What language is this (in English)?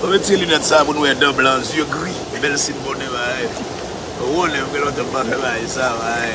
Haitian Creole